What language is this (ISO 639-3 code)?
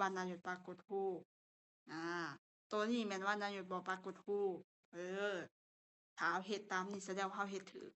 lao